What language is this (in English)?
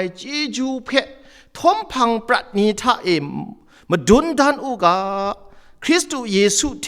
Kachin